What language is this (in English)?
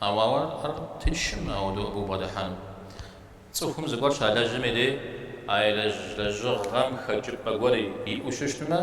Kabardian